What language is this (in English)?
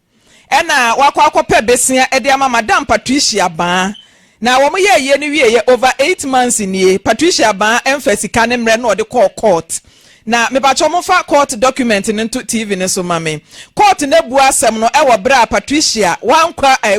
Akan